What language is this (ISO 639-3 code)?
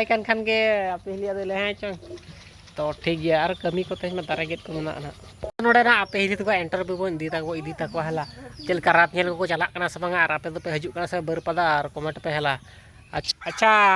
sat